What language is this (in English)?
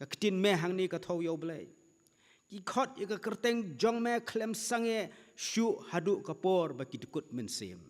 Khasi